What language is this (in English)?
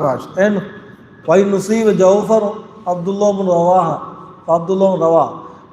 Divehi